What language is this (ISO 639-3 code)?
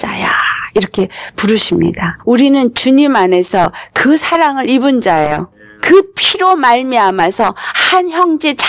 kor